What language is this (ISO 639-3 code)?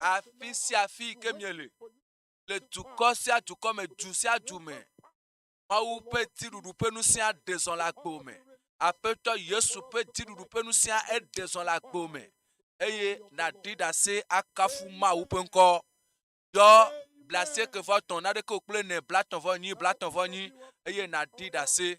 ewe